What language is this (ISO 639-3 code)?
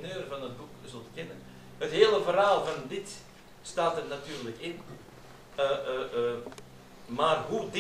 nld